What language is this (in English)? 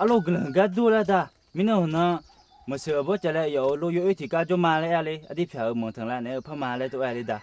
Akha